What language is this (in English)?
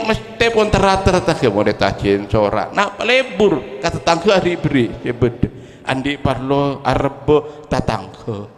Madurese